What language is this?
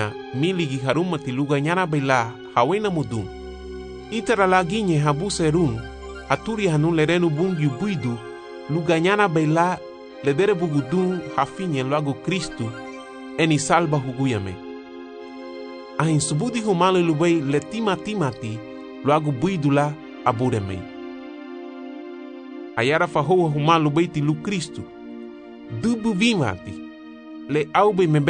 Garifuna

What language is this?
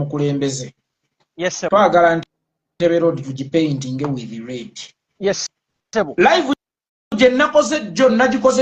Ganda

